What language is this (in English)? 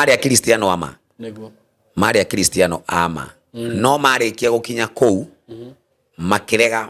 Kikuyu